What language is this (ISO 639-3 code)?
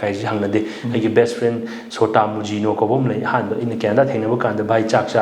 mni